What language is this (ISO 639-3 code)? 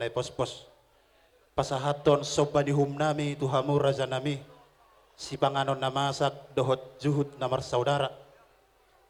bbc